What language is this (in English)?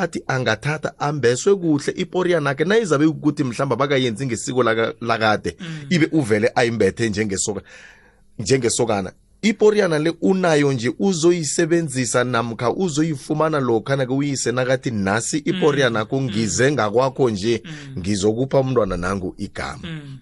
South Ndebele